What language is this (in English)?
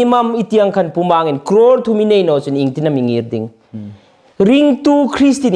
Hmar